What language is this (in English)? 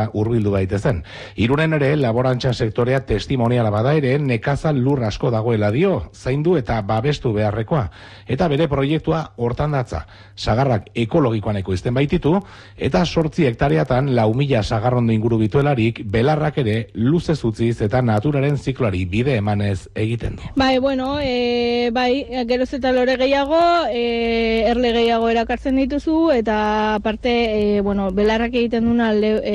Basque